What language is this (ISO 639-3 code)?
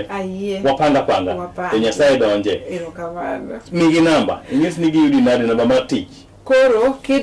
luo